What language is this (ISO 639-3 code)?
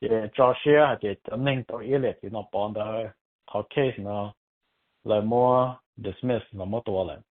hmn